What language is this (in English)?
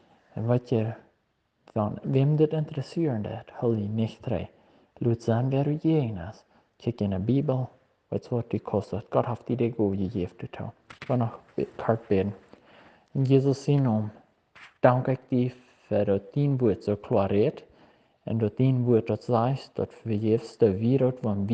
Plautdietsch